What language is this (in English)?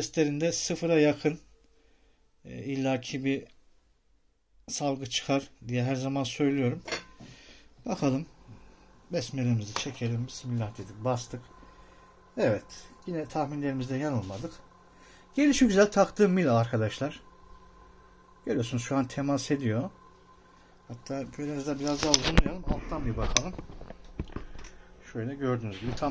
Turkish